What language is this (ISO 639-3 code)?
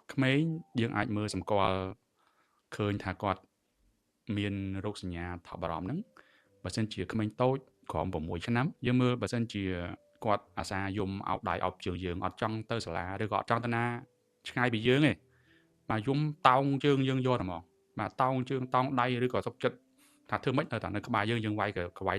khm